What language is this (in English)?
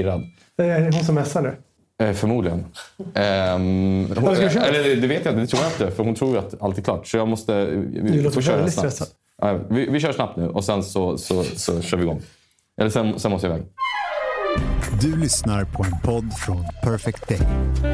Swedish